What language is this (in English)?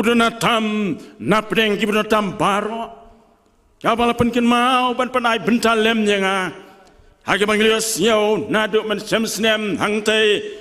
Khasi